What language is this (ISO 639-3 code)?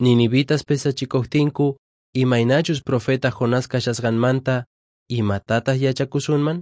que